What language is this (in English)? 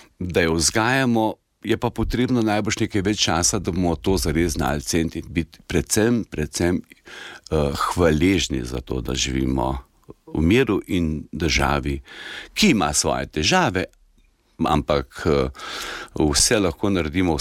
Slovenian